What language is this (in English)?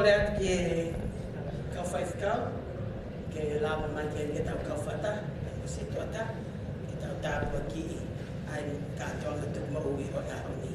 Tongan